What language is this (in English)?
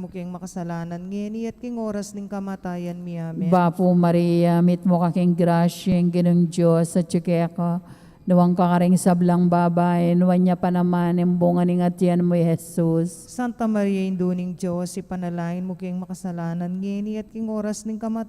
Pampanga